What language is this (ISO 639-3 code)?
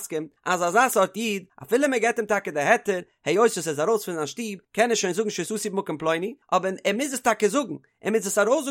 yid